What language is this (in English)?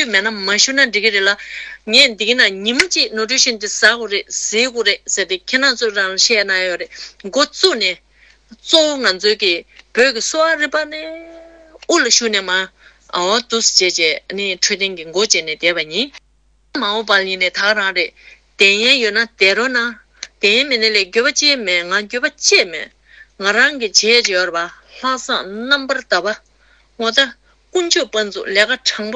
Tibetan